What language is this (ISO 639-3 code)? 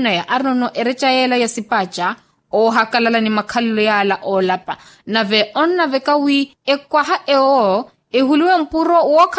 vmw